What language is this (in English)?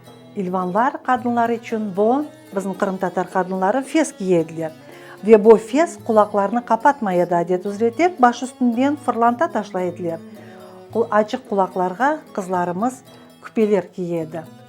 Crimean Tatar